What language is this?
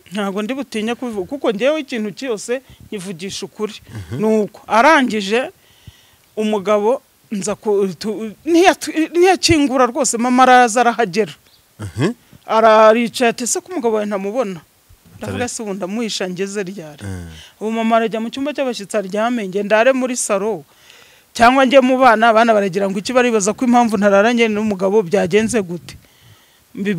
Kinyarwanda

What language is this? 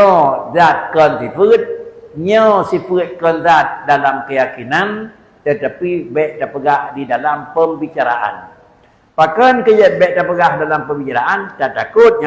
Achinese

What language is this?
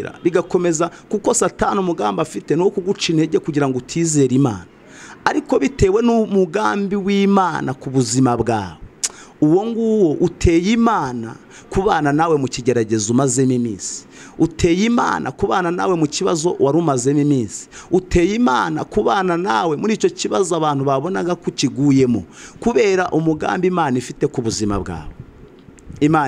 Kinyarwanda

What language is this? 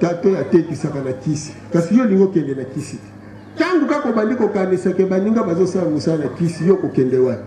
Lingala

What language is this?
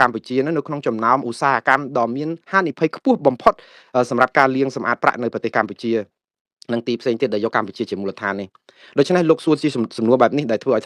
Khmer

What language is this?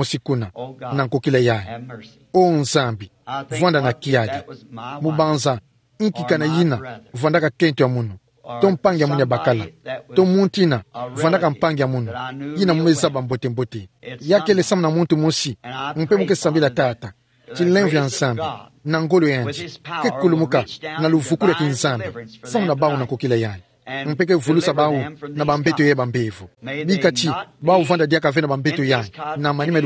Kituba (Democratic Republic of Congo)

